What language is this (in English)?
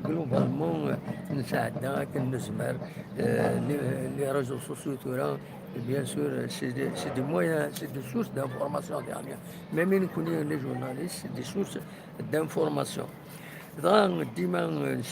Kabyle